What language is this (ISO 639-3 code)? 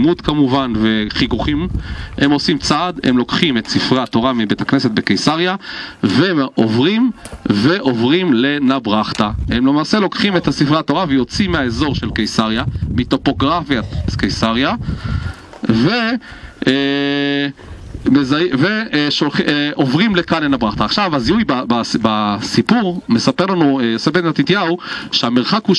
heb